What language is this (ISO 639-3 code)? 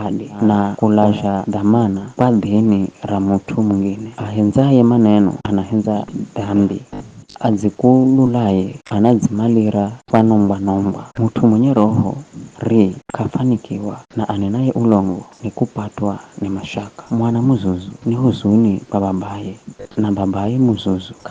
nyf